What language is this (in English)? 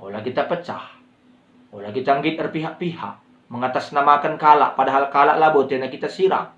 Batak Karo